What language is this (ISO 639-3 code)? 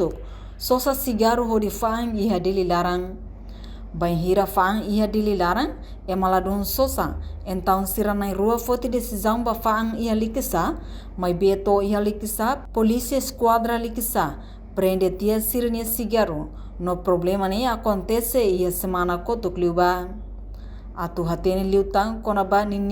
tet